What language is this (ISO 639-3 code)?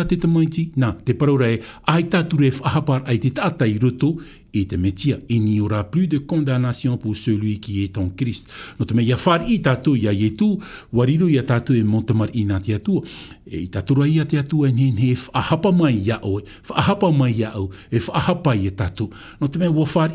tah